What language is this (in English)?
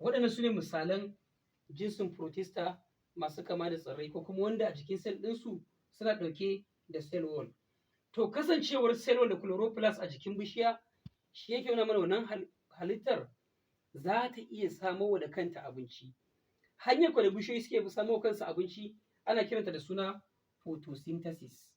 Hausa